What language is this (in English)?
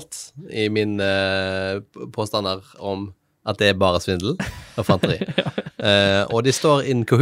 Norwegian